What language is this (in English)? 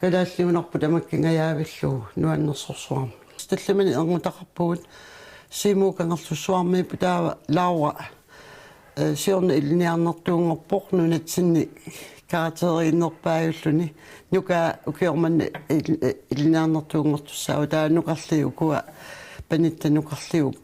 Kalaallisut